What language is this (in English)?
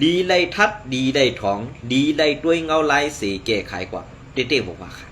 Shan